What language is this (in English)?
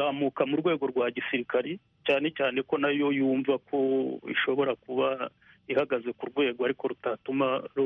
Kinyarwanda